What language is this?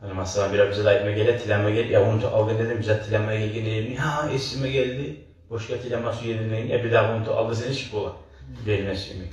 Kumyk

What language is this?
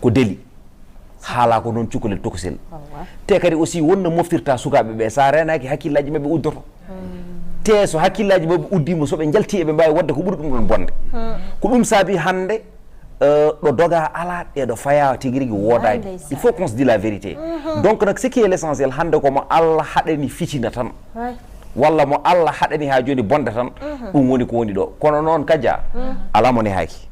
Fula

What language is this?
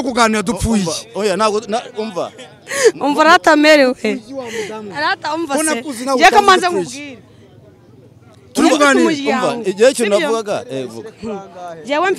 Kinyarwanda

